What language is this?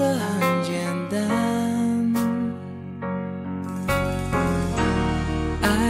Cantonese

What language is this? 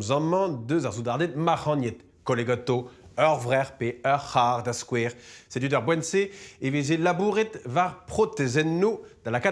Breton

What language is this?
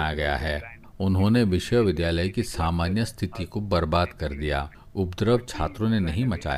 Hindi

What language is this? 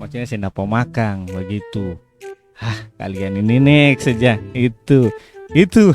Ambonese Malay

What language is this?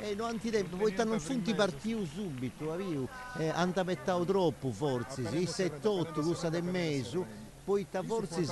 Sardinian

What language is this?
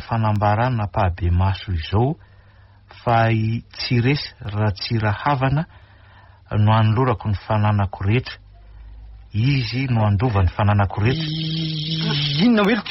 Malagasy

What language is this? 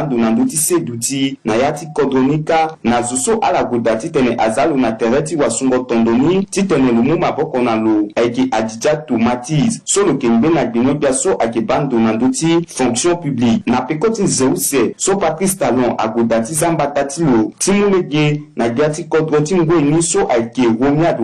Sango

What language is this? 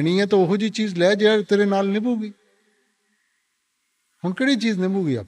Punjabi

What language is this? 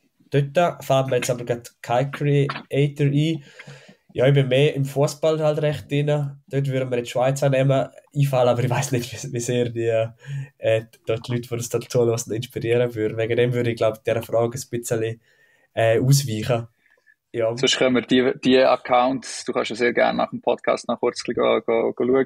Swiss German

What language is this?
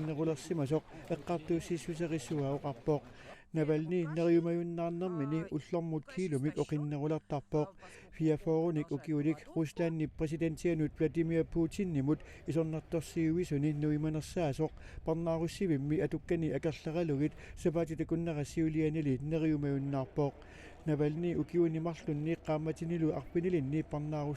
Kalaallisut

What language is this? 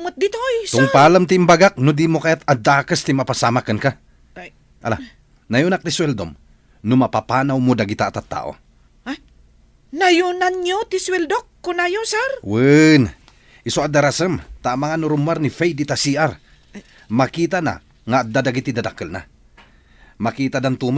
Iloko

